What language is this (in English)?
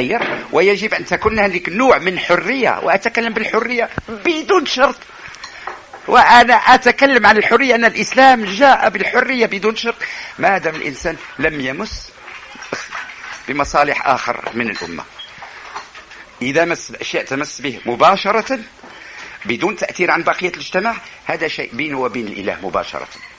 Arabic